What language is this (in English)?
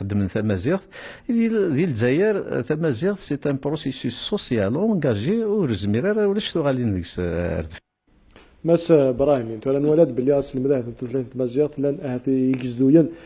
Kabyle